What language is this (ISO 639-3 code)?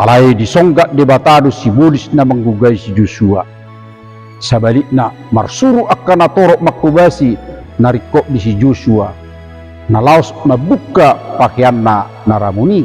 bbc